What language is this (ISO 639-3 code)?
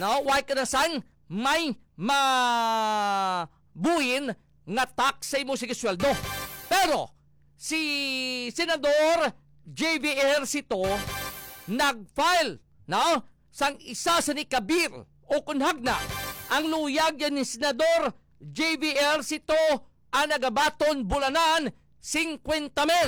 hil